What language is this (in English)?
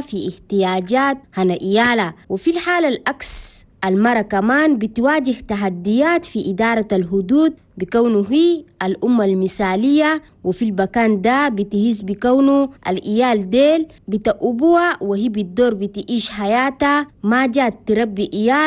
Chadian Arabic